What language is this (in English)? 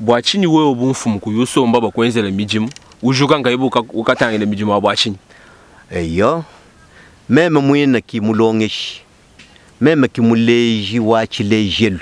Luba-Lulua